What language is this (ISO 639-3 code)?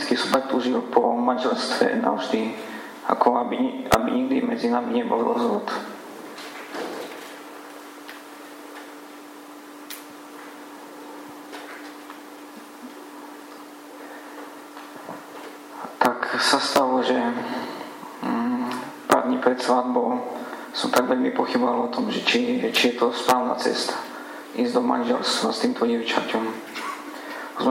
slk